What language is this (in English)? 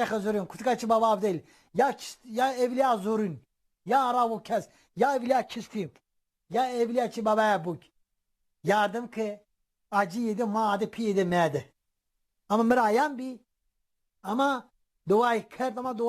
Zaza